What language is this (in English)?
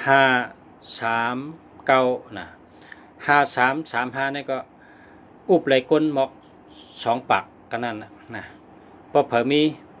Shan